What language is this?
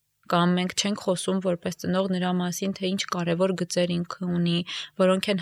Armenian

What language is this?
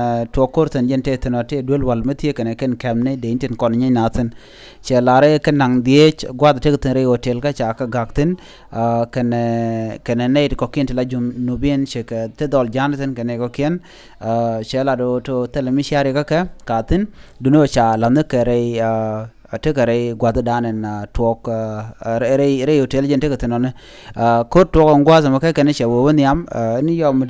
Nuer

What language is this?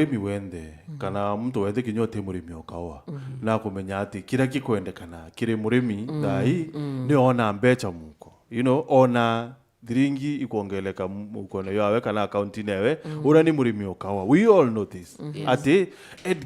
Meru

